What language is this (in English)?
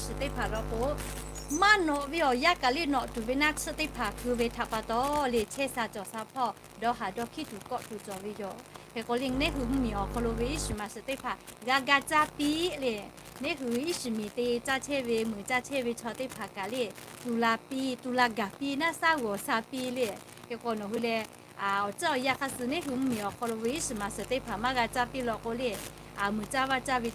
Lahu